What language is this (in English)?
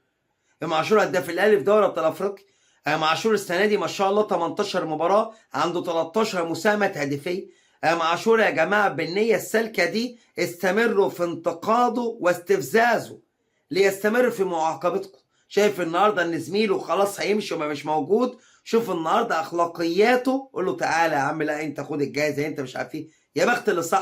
Egyptian Arabic